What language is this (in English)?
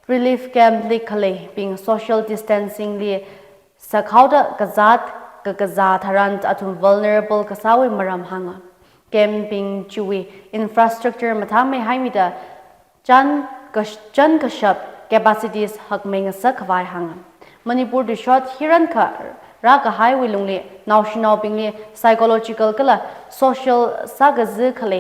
Tangkhul Naga (India)